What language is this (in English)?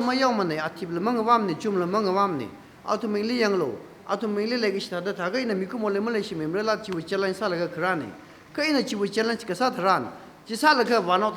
Tangkhul Naga (India)